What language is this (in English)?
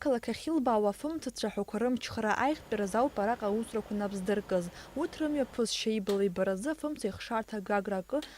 Abkhazian